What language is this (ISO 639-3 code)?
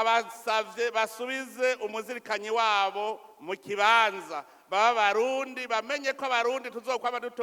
run